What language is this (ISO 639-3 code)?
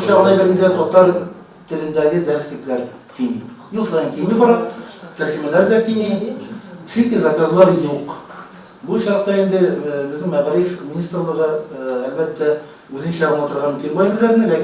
tat